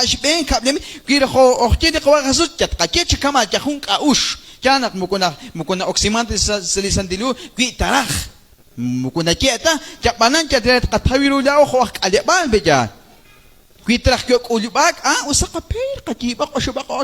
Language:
Kekchí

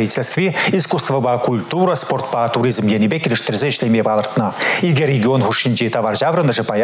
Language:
Chuvash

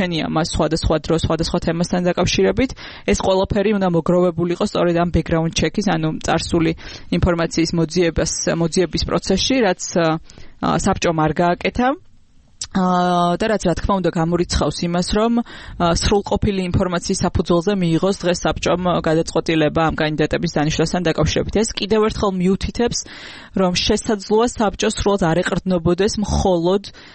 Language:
Georgian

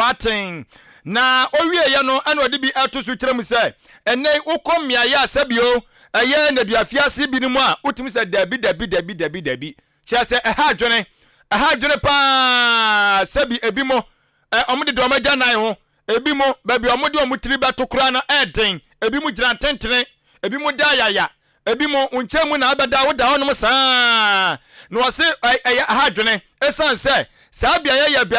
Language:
Akan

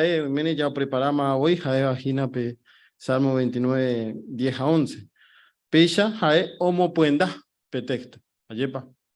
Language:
Guarani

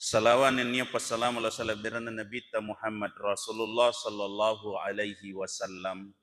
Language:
Buginese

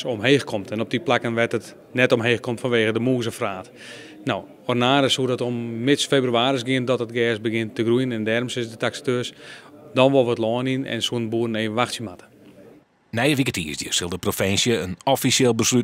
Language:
Western Frisian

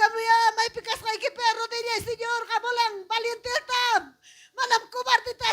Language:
Ayacucho Quechua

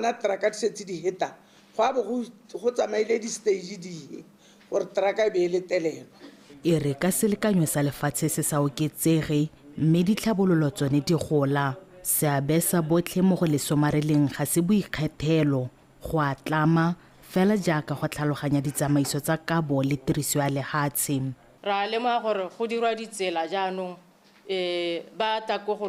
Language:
Tswana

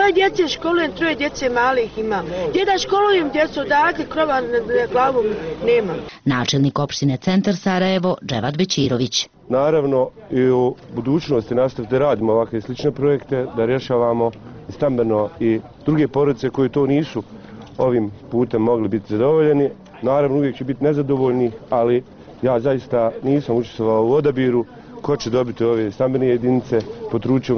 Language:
Bosnian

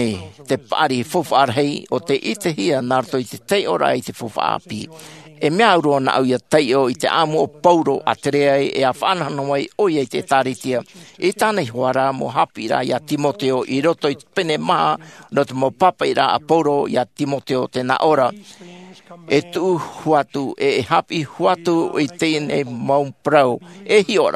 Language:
Tahitian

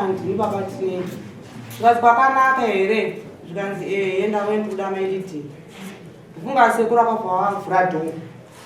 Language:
Shona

